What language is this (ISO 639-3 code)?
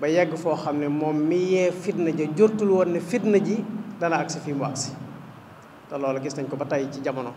wol